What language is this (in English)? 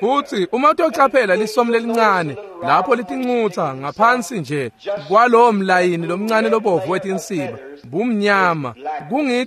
Swati